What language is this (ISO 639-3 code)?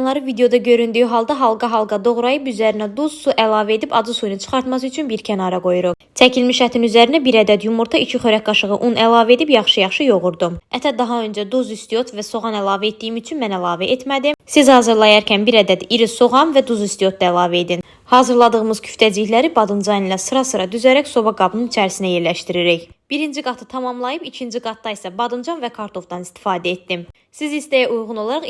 aze